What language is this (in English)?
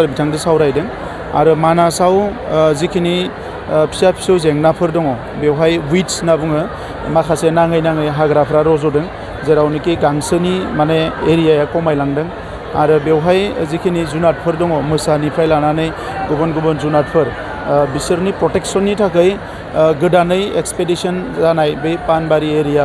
Bodo